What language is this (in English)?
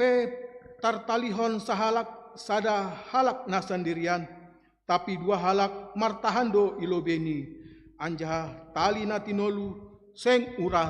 Batak Simalungun